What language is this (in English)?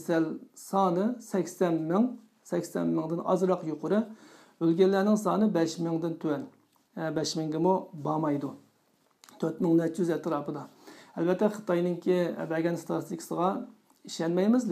Uyghur